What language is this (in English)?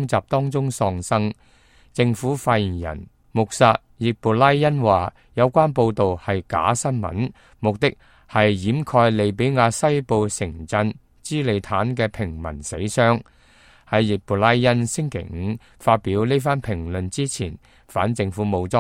Cantonese